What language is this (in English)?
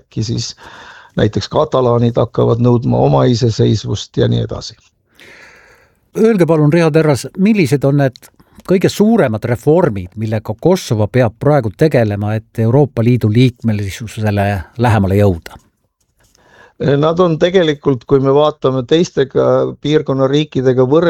Estonian